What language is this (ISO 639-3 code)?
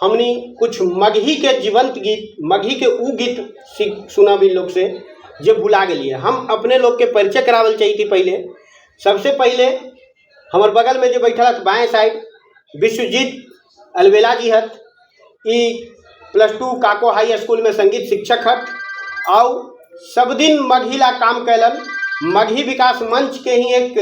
mag